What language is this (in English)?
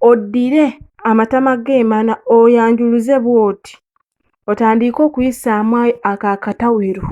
Ganda